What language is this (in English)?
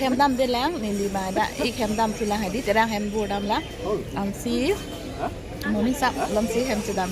Karbi